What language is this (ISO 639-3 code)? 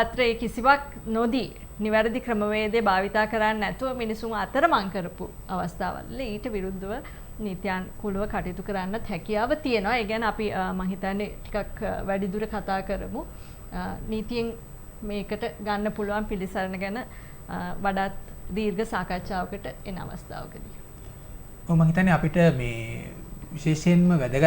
sin